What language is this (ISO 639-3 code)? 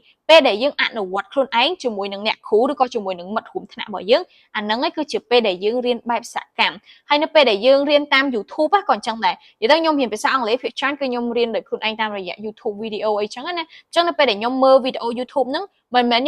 khm